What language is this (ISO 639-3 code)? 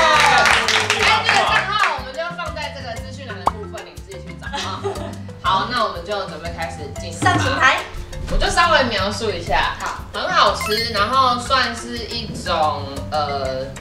zho